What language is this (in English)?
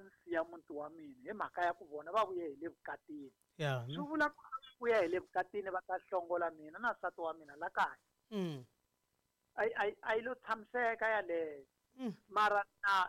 Tsonga